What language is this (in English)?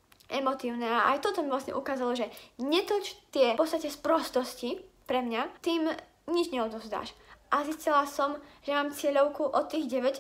Slovak